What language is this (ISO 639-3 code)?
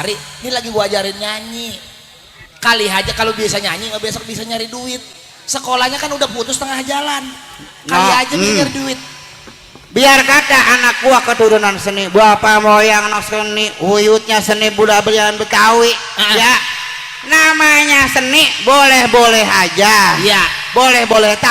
bew